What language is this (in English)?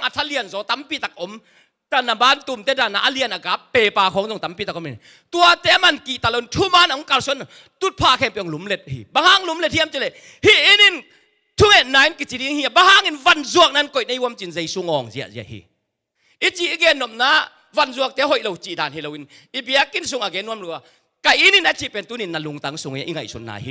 Tedim Chin